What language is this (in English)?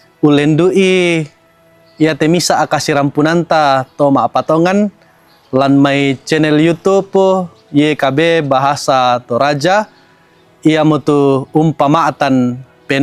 Toraja-Sa'dan